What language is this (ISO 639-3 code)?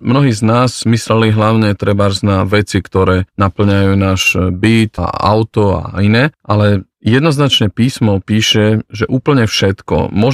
slk